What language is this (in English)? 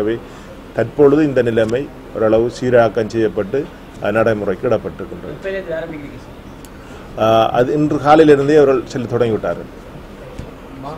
Tamil